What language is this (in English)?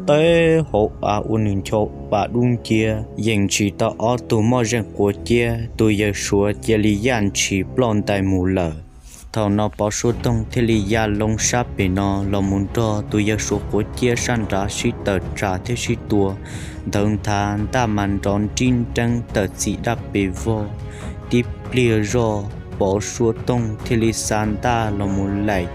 Hmong